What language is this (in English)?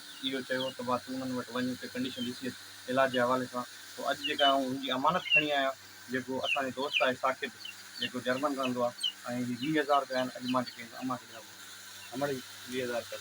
Sindhi